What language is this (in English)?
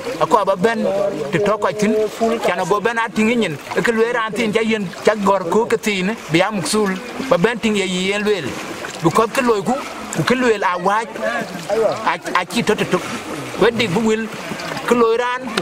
Dinka